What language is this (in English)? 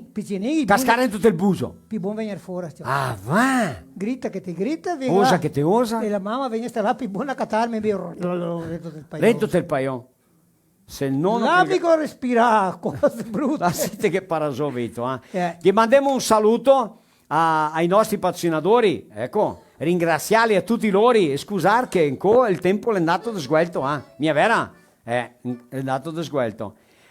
Venetian